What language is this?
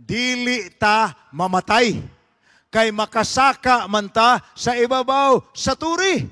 Cebuano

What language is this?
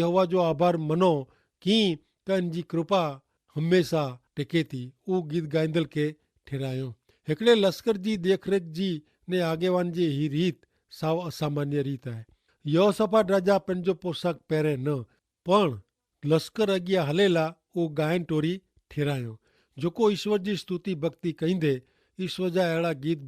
Kachhi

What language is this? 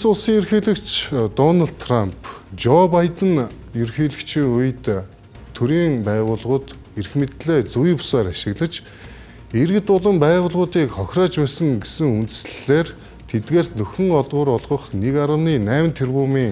Mongolian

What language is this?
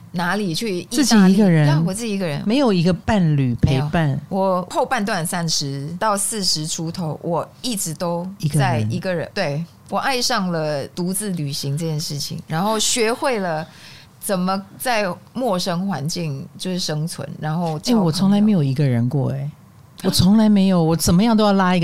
Chinese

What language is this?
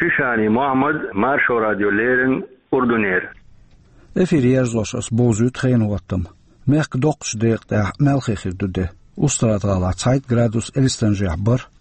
Chechen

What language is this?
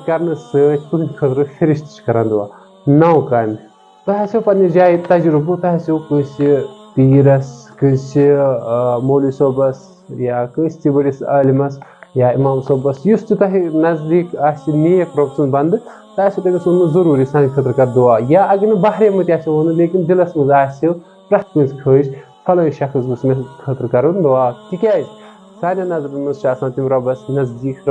Kashmiri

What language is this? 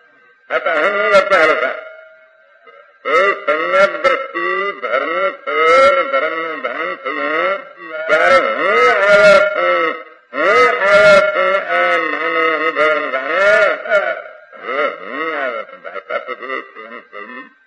Gujarati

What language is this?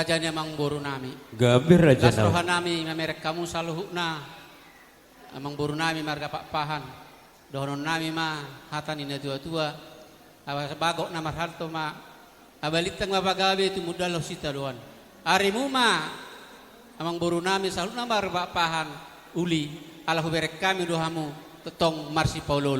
Batak Toba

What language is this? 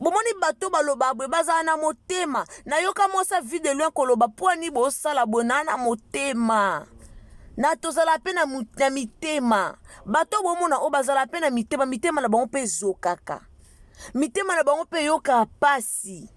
Lingala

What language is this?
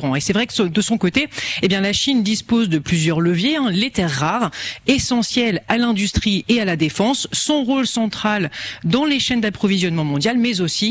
French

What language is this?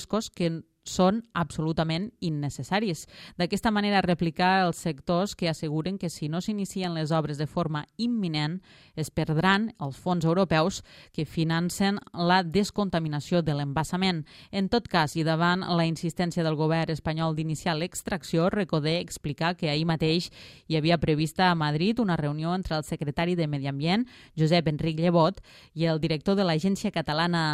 Catalan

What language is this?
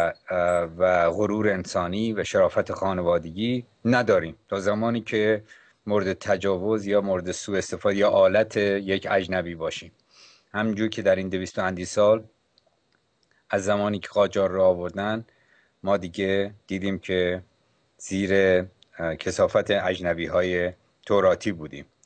Persian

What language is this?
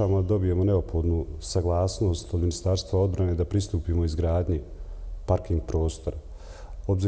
Bosnian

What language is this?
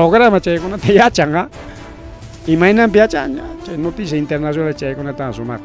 Ayacucho Quechua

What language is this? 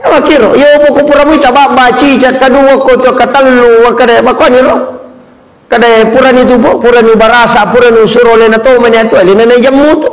Buginese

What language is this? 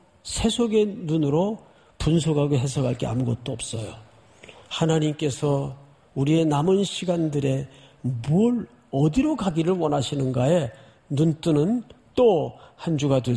Korean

